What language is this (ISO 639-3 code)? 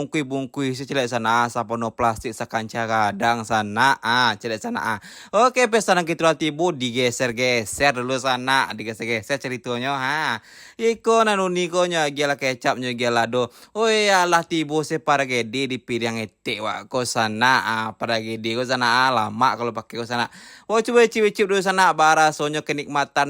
min